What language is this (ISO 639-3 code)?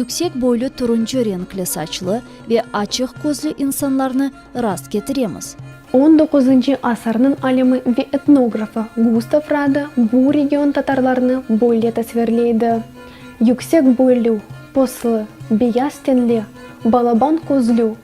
crh